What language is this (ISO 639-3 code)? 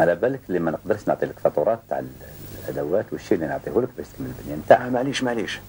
arq